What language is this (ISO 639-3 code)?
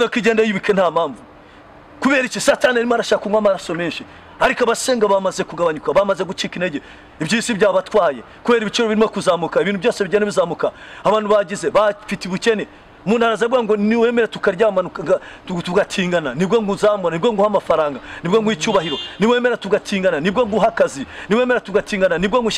kin